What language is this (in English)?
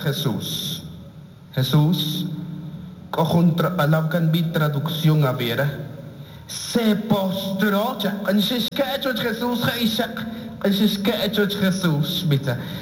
Kaqchikel